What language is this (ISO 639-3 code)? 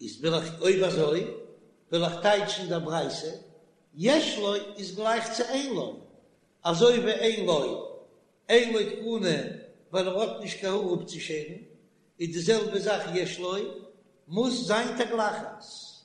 yid